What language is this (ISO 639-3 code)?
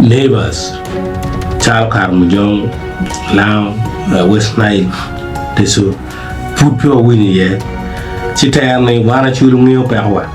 ach